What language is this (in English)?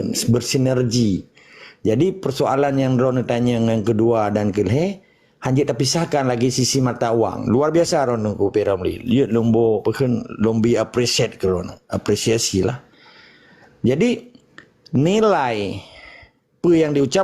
Achinese